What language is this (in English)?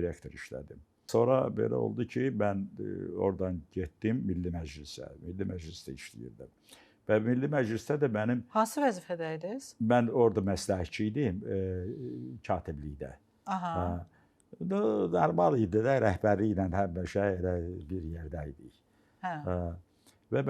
Azerbaijani